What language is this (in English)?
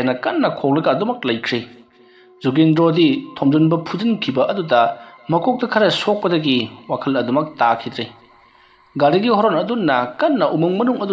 Manipuri